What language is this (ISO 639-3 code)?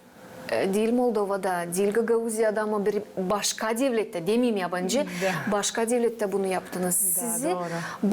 gag